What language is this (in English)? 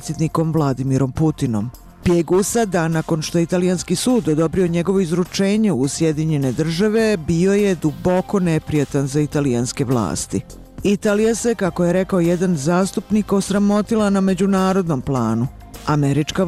Bosnian